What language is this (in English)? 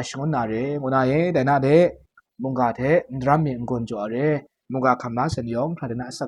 Kachin